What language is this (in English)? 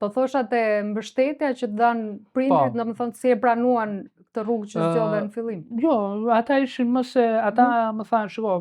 Albanian